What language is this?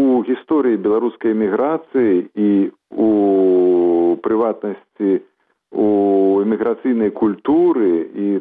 Belarusian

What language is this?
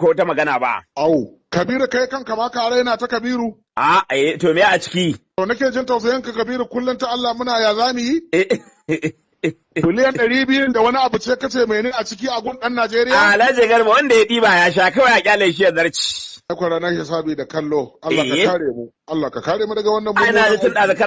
Hausa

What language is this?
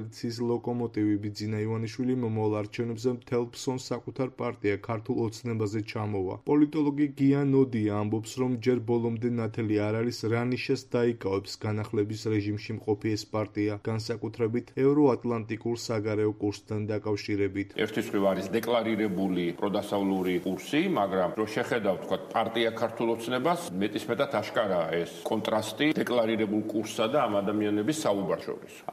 Georgian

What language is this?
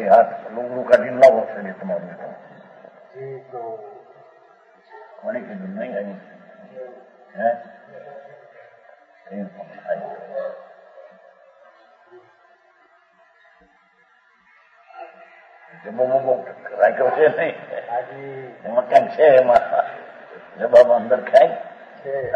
Gujarati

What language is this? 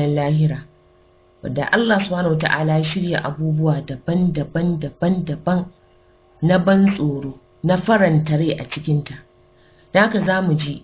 Hausa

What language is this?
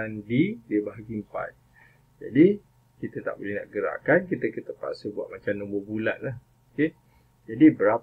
Malay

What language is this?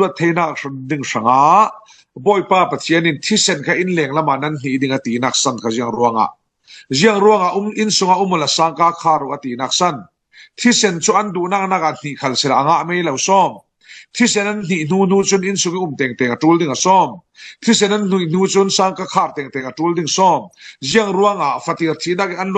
Falam Chin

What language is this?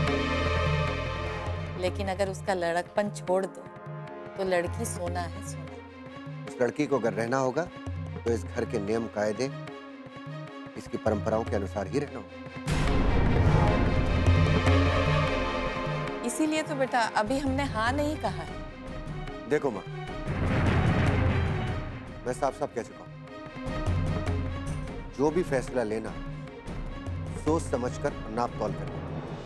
Hindi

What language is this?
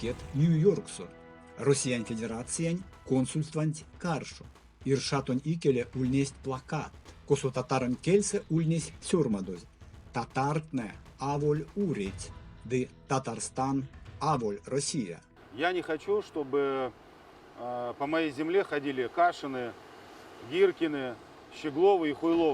Erzya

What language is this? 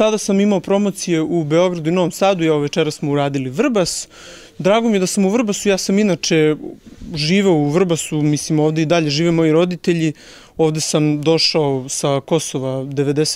Serbian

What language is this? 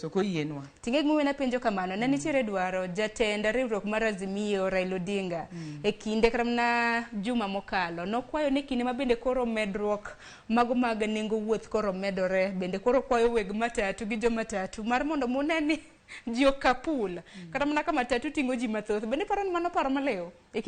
Luo (Kenya and Tanzania)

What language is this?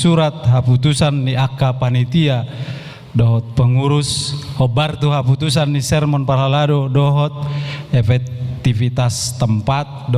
Batak Toba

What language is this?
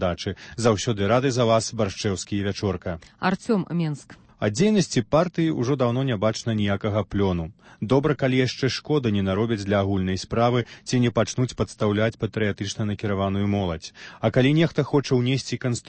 Belarusian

